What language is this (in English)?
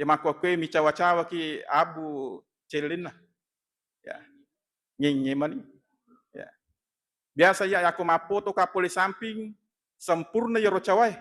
Buginese